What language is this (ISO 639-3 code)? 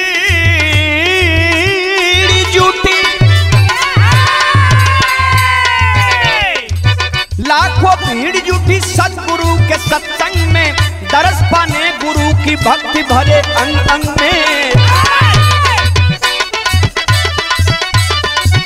bho